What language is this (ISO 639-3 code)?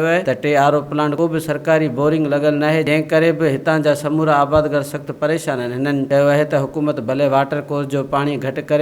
snd